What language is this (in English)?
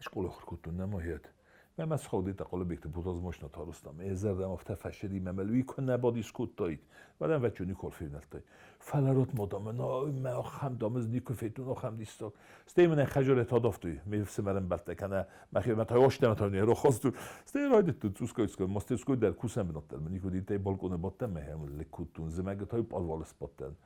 Ossetic